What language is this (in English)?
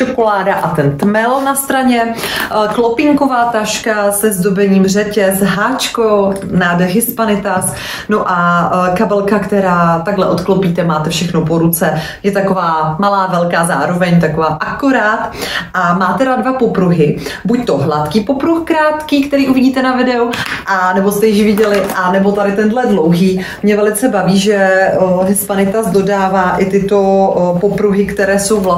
Czech